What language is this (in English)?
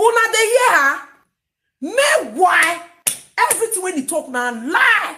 Nigerian Pidgin